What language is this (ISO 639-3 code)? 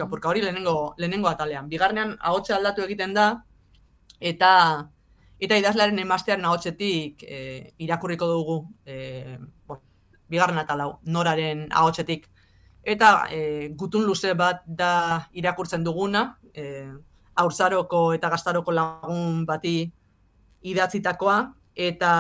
eus